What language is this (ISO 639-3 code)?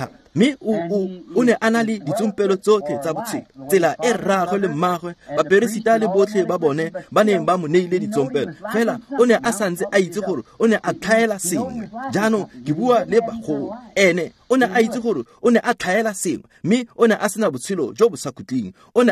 tsn